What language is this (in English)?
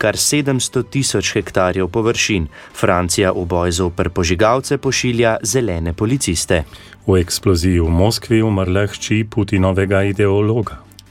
Slovenian